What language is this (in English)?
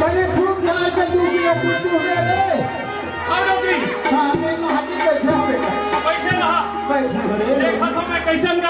Chhattisgarhi